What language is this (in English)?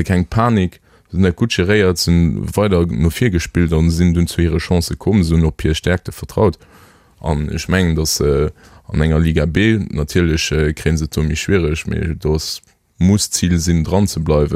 Luxembourgish